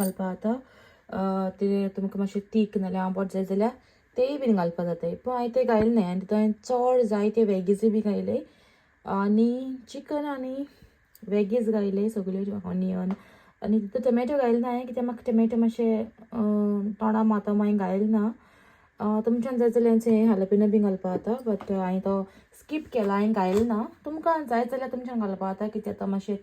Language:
Konkani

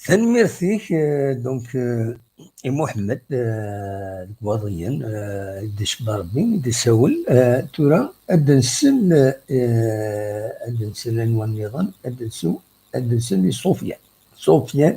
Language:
Kabyle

